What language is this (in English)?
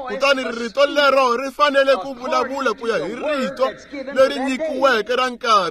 Tsonga